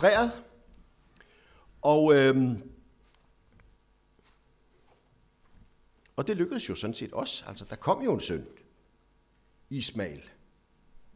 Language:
Danish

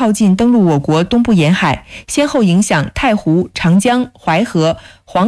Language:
Chinese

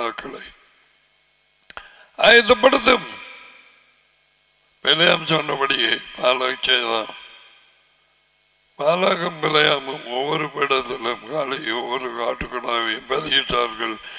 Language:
Tamil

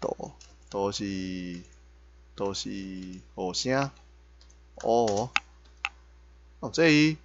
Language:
Min Nan Chinese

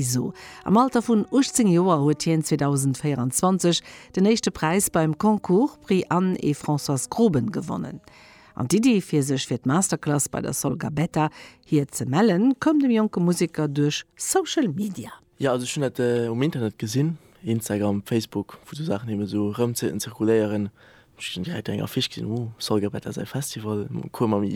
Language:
Luxembourgish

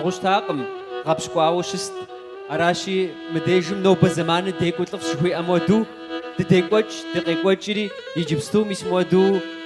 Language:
Kabardian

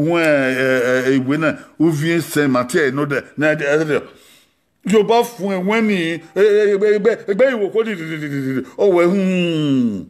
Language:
Bini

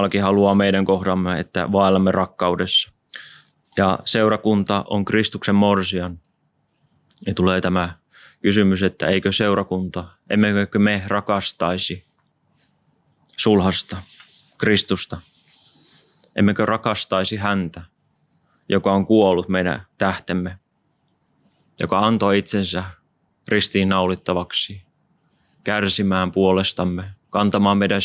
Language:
Finnish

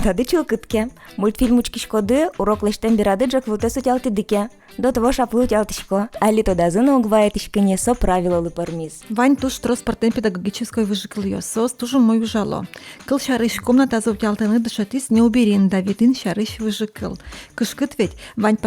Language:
Udmurt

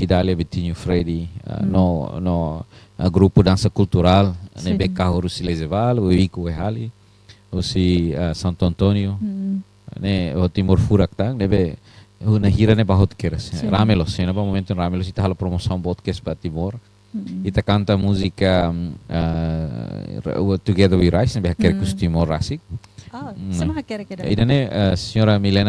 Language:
Tetum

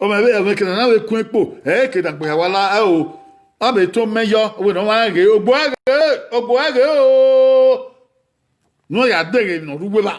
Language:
Bini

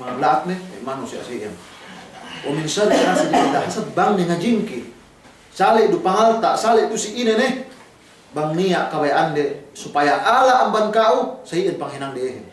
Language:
Yakan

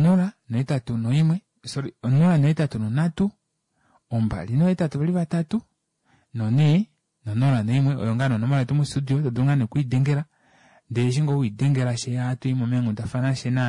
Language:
Kuanyama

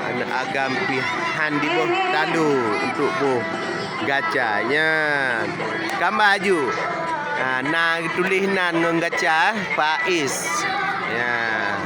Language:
Achinese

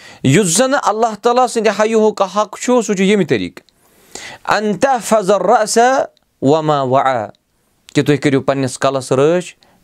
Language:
Kashmiri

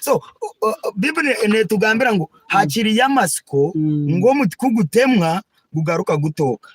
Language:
Nyankole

